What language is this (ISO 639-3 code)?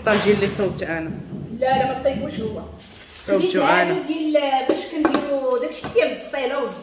ary